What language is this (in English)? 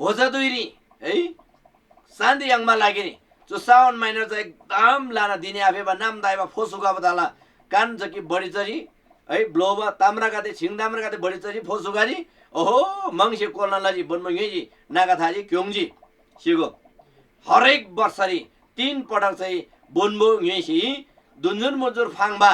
Eastern Tamang